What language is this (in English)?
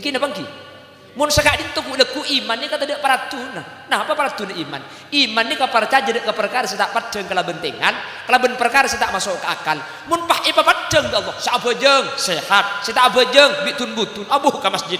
Madurese